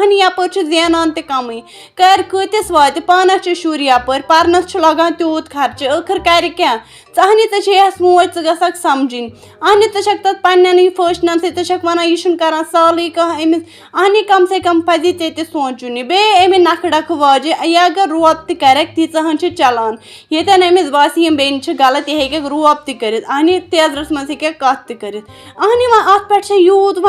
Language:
Kashmiri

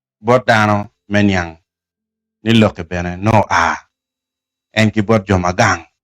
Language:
Acoli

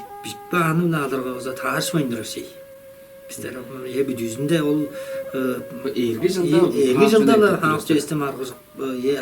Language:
Tuvinian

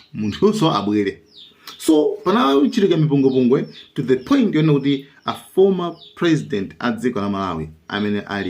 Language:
Nyanja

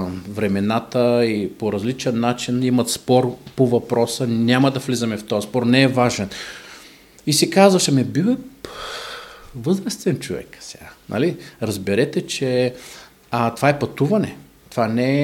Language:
Bulgarian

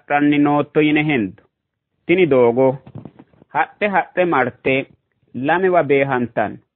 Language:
Sidamo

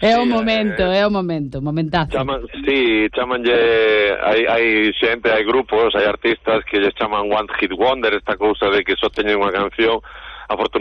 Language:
Galician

